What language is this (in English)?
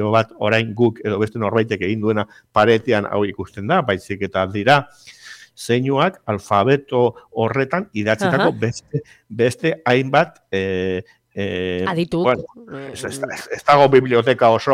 Basque